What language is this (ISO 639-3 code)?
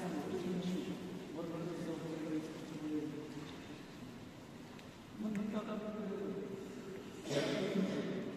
ukr